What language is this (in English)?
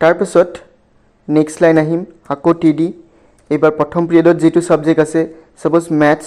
Assamese